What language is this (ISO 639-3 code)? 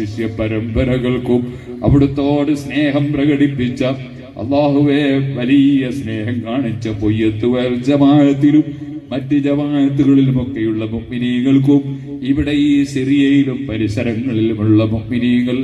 mal